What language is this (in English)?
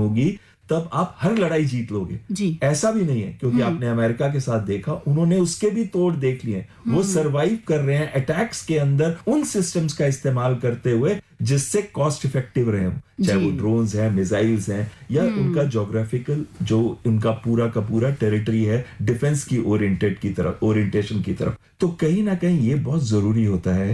Hindi